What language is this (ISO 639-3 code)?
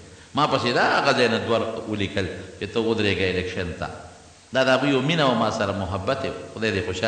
pus